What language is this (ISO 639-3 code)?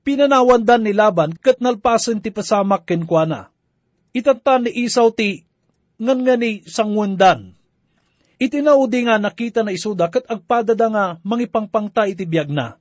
ilo